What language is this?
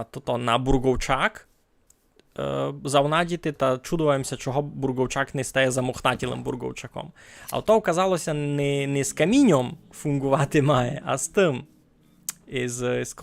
Rusyn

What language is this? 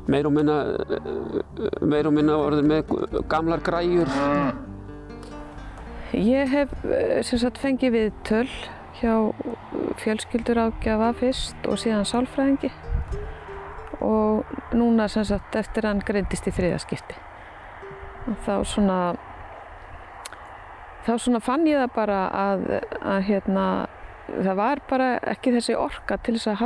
Icelandic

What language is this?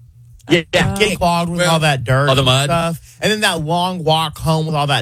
English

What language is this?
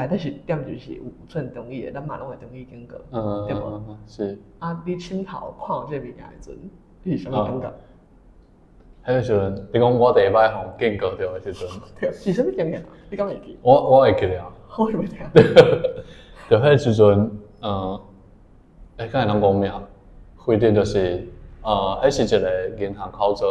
Min Nan Chinese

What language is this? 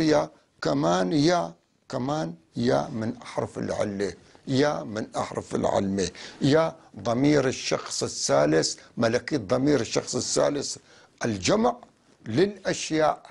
North Levantine Arabic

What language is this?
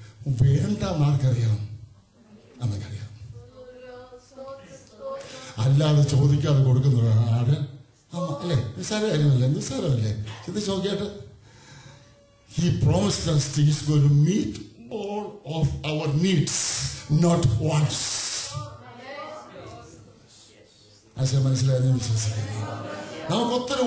Malayalam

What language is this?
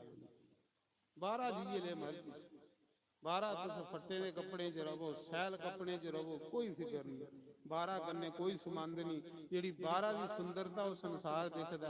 Dogri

